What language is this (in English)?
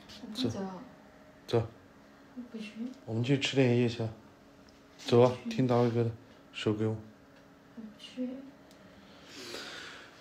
Chinese